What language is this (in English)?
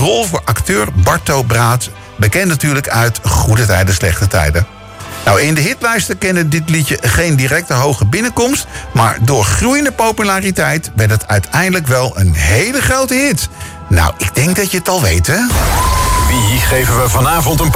Dutch